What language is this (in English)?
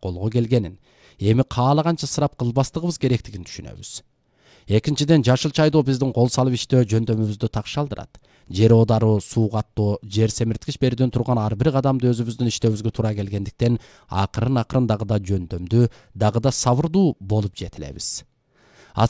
Kyrgyz